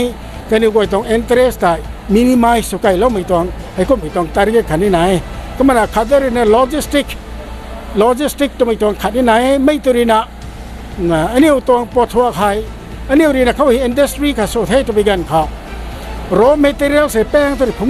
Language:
Rongmei Naga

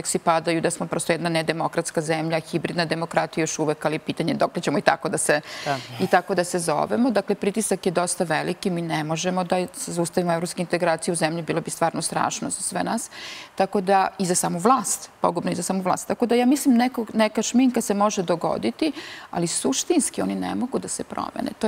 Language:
Serbian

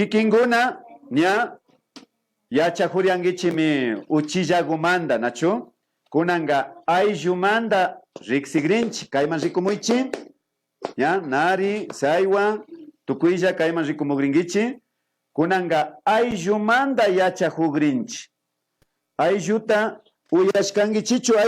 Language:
Imbabura Highland Quichua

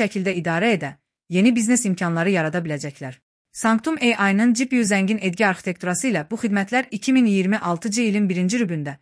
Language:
Azerbaijani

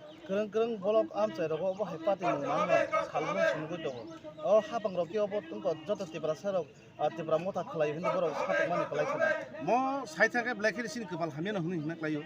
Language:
Kok Borok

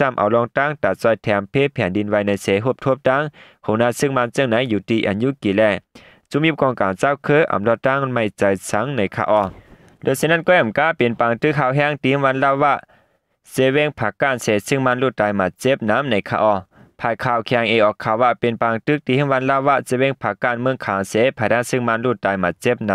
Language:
Shan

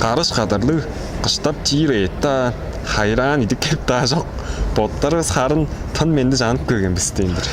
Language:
Tuvinian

